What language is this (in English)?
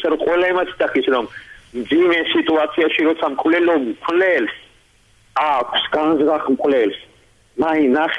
Georgian